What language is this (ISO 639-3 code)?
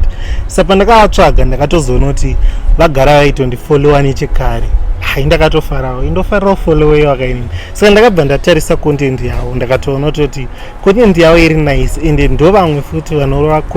sna